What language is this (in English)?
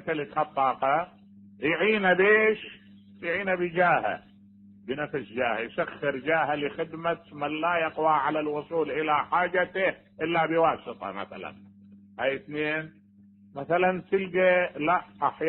Mesopotamian Arabic